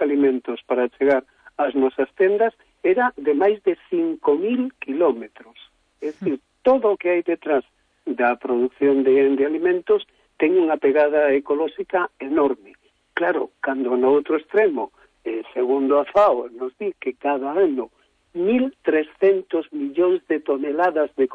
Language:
Galician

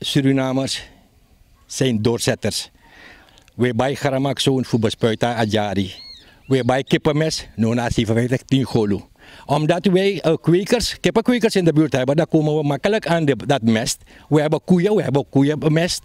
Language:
Sranan Tongo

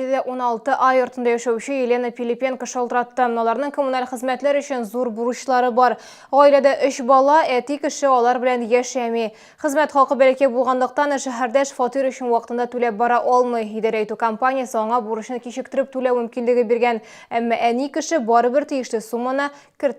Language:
Tatar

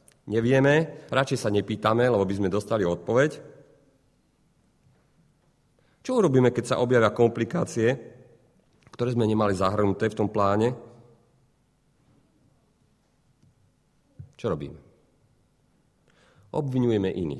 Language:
Slovak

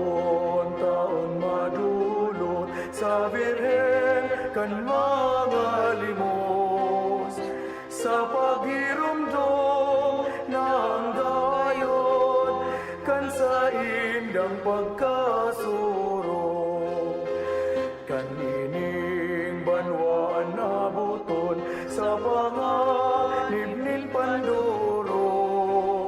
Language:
Bikol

